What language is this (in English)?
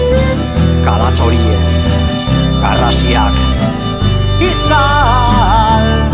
Basque